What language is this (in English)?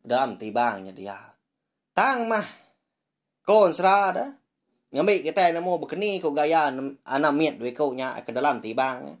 Iban